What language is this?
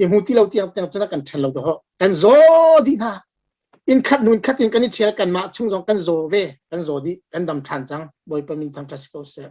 Hakha Chin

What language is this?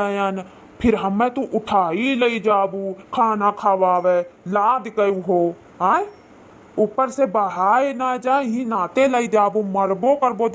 Awadhi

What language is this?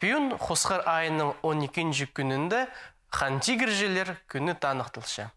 Khakas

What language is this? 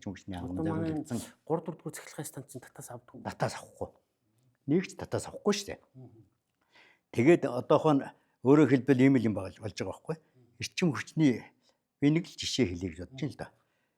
Mongolian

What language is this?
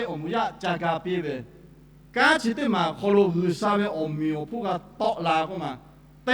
Lahu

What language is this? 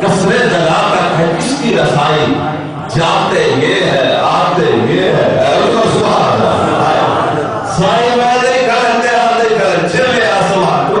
Saraiki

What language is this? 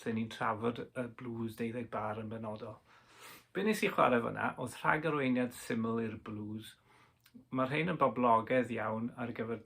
Welsh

